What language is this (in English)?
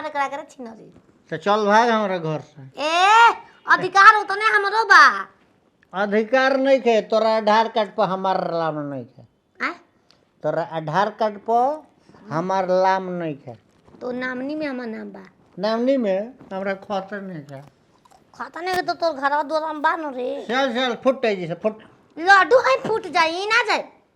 Bhojpuri